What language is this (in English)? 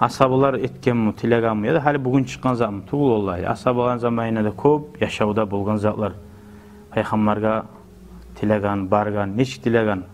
Kumyk